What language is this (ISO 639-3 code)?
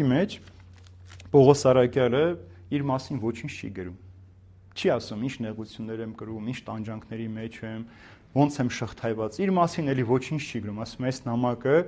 hye